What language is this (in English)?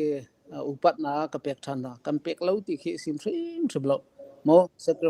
Hakha Chin